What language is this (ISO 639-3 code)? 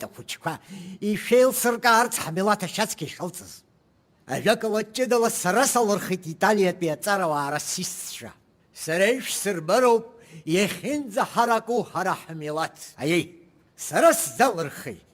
abk